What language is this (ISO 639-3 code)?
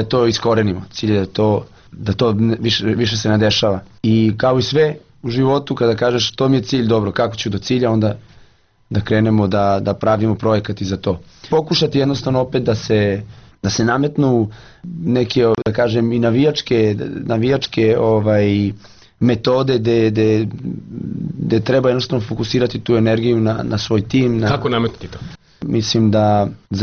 srp